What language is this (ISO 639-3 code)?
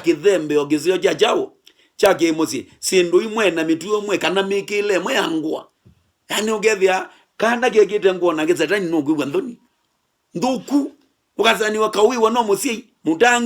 kam